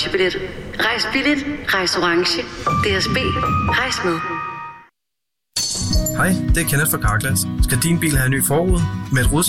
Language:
Danish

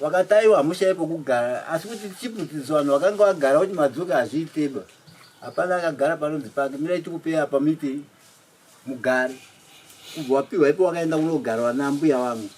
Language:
Shona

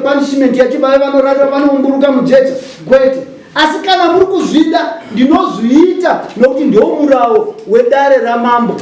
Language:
Shona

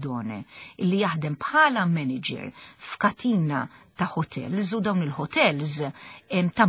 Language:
Maltese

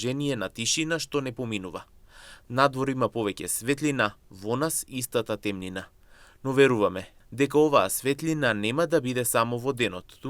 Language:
Macedonian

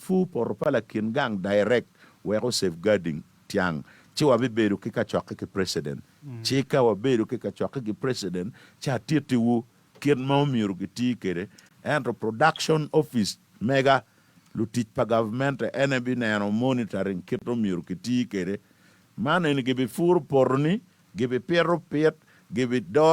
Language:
Acoli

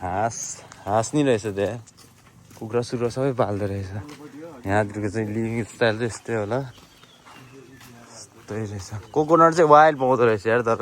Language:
Nepali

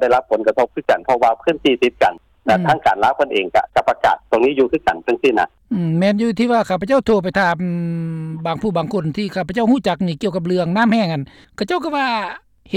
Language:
Lao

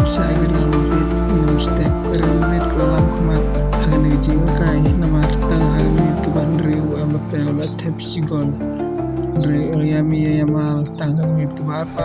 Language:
Khasi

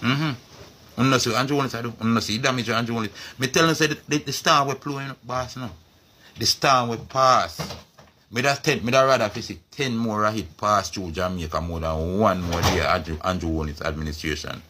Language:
Jamaican Creole English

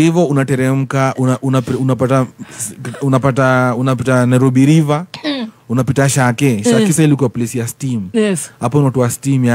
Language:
Swahili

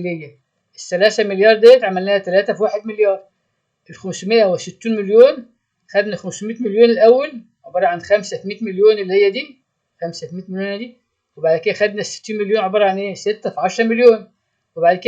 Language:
Egyptian Arabic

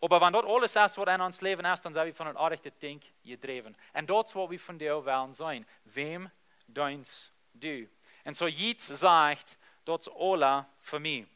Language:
Plautdietsch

